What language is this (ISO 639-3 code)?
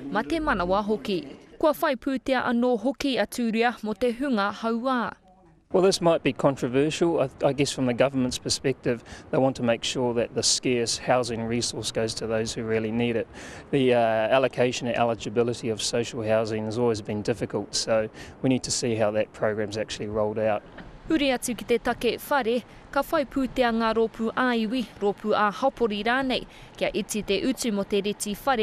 mri